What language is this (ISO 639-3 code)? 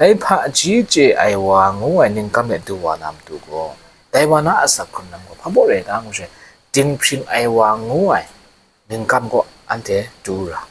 kac